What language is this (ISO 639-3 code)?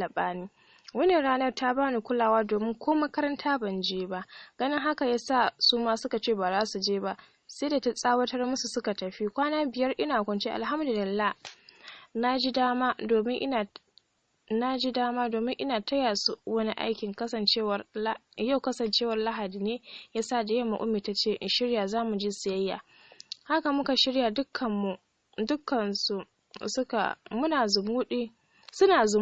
hau